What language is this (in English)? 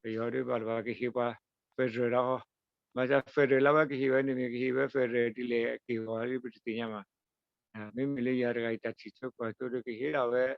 S'gaw Karen